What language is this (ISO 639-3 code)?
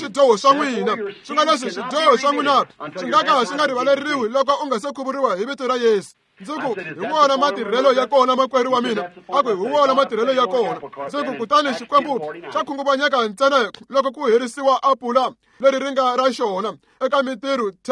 tso